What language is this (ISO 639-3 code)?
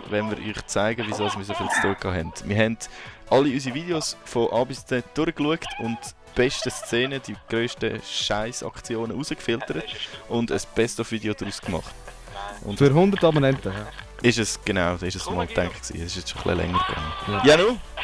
gsw